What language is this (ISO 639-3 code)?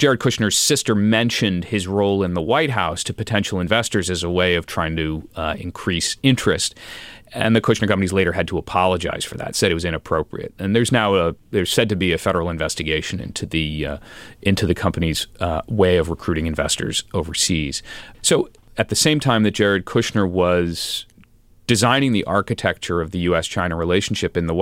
eng